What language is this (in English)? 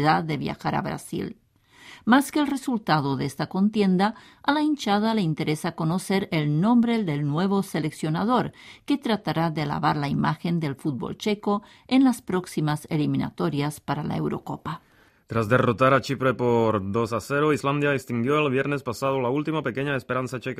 Spanish